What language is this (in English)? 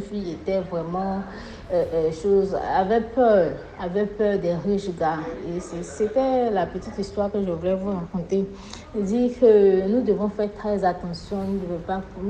French